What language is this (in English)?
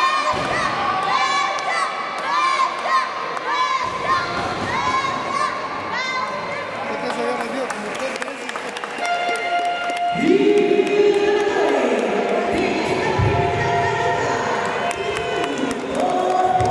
Spanish